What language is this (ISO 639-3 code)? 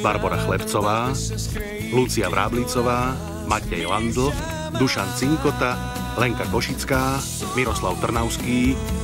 slk